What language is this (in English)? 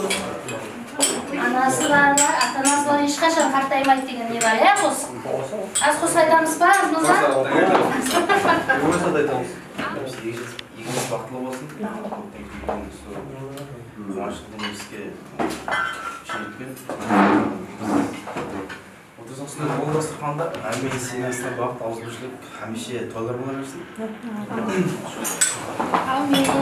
Kara-Kalpak